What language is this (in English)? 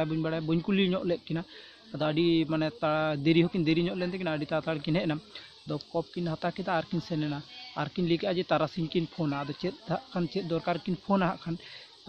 Santali